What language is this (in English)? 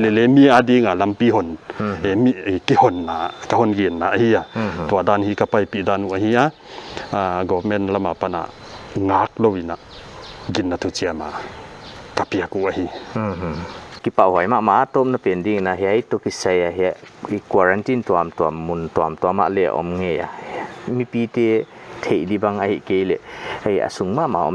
Paite Chin